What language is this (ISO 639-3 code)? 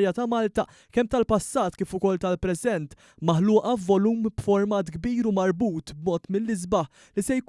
mlt